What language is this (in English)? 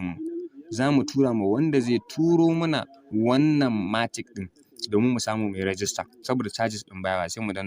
Hausa